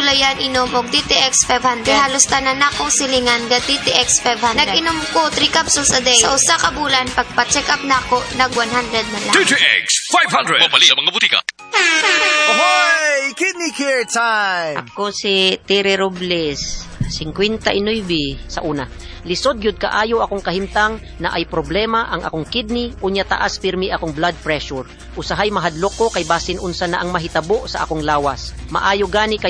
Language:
Cebuano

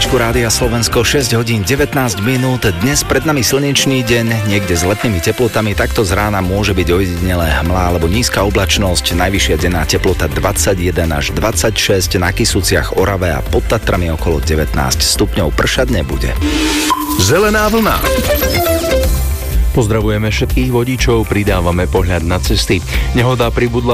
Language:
Slovak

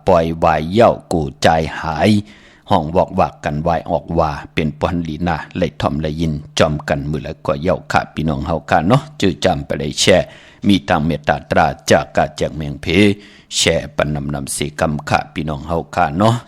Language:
Shan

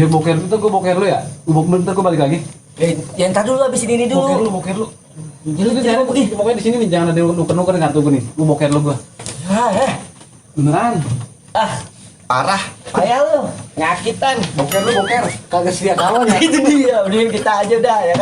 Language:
Betawi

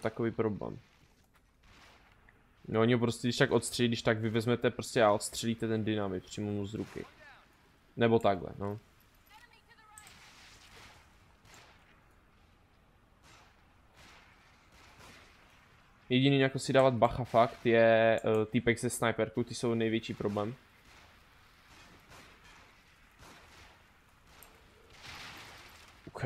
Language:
Czech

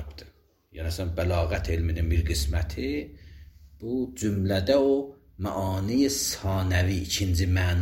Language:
Azerbaijani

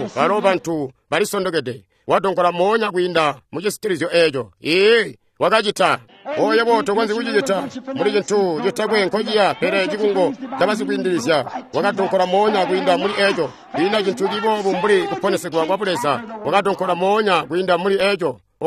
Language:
Tonga (Zambia)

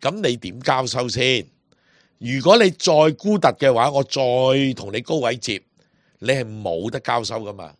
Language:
Cantonese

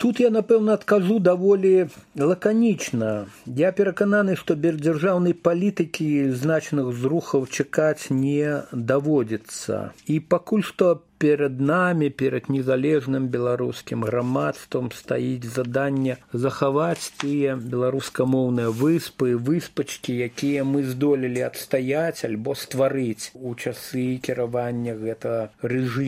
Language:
Belarusian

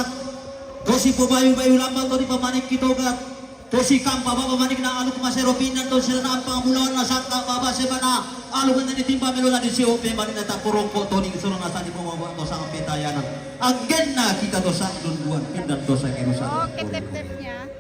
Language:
Toraja-Sa'dan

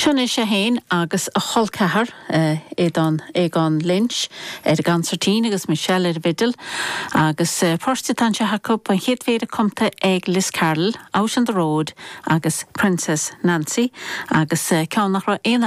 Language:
Irish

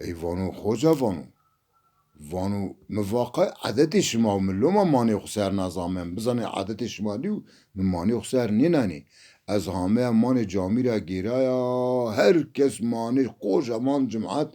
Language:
Zaza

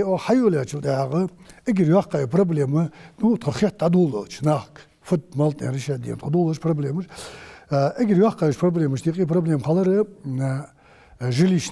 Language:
Ingush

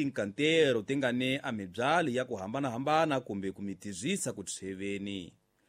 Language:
Tsonga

